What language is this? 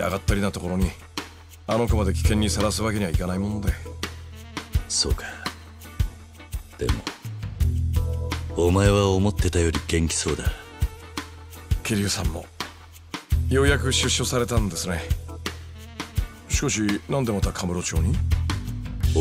Japanese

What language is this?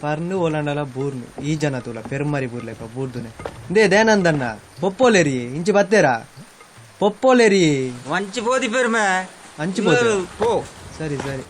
Tulu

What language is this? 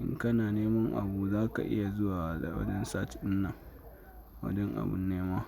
Hausa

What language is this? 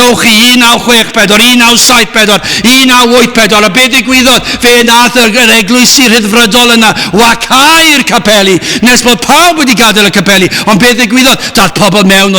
Welsh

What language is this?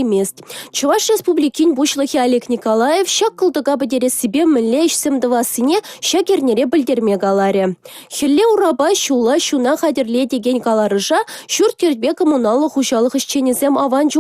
Chuvash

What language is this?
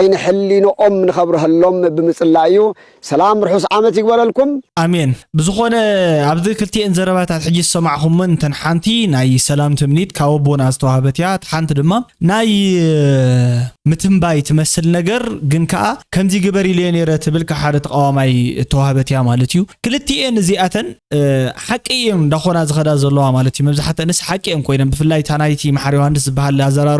Tigrinya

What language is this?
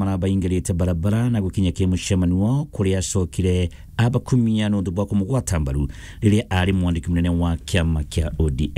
Meru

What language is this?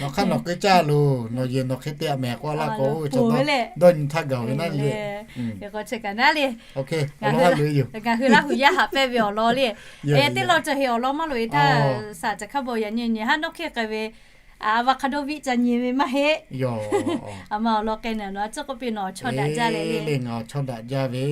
Lahu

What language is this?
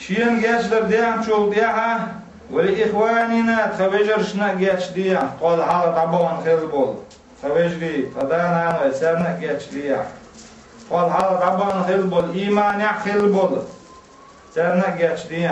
Chechen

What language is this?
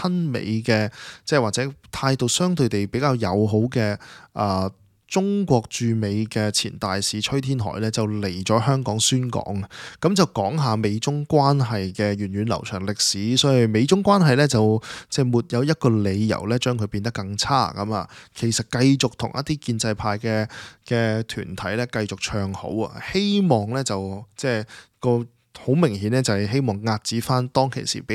Cantonese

